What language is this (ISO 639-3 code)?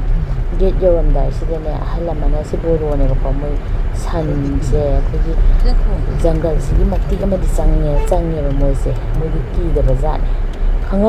mni